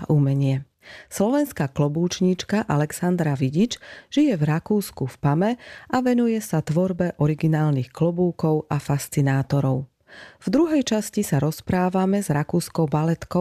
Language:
Slovak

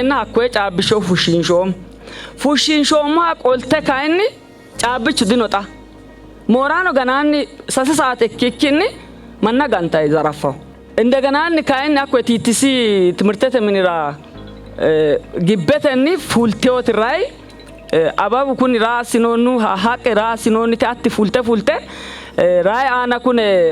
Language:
Sidamo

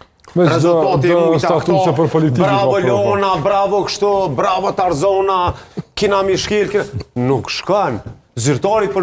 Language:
Albanian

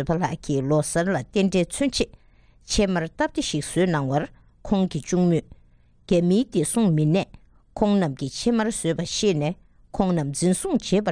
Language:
Tibetan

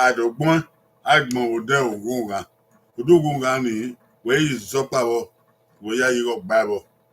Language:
Bini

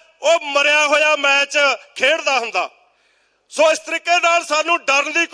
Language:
Punjabi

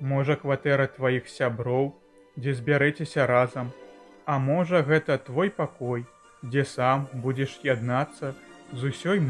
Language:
Belarusian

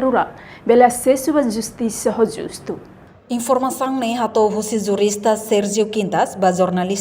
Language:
Tetum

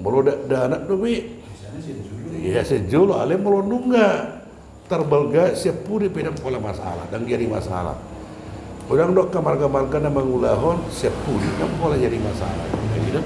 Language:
Batak Toba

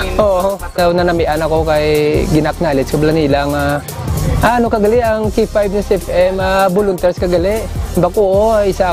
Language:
Hiligaynon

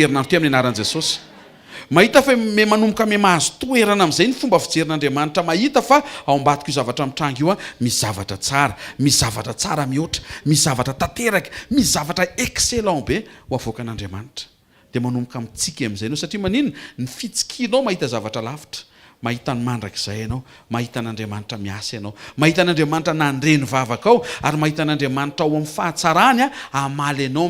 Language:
Malagasy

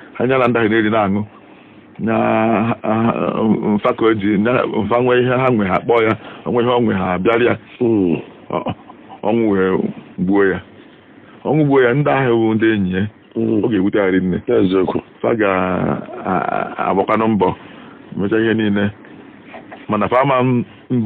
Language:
Igbo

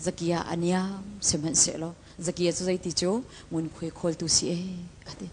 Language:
Hakha Chin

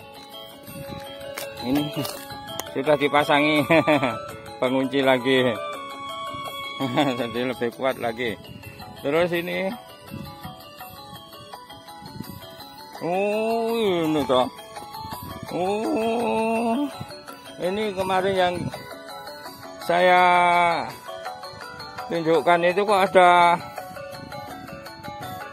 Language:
Indonesian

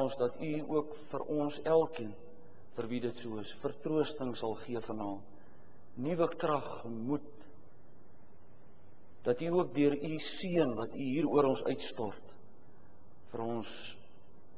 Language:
Afrikaans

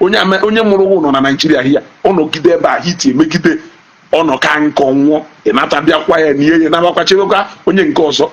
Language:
Igbo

